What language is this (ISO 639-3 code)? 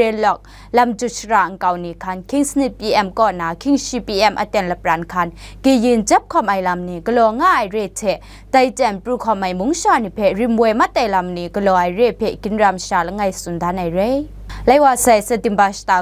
kac